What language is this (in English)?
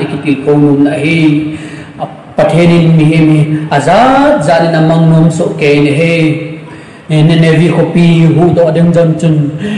Thado Chin